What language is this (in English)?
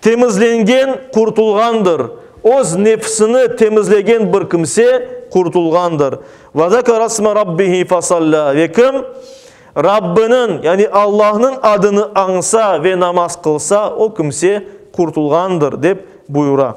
Crimean Tatar